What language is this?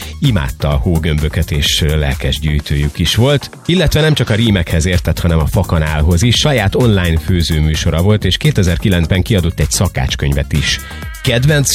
Hungarian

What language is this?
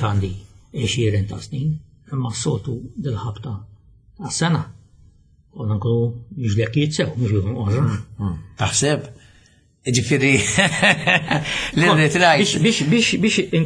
Maltese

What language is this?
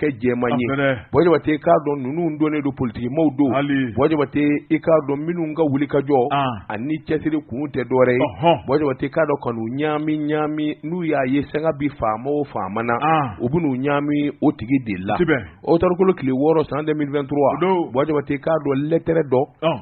Bambara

